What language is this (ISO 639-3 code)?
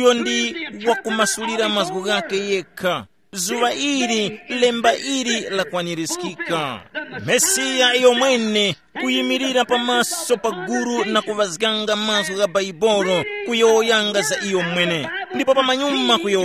tum